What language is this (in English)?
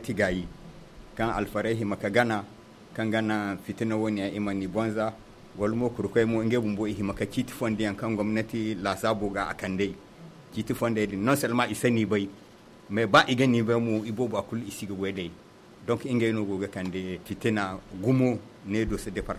Zarma